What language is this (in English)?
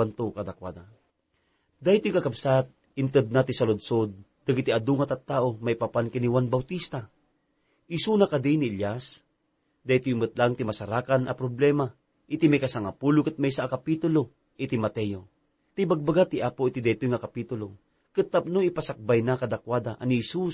Iloko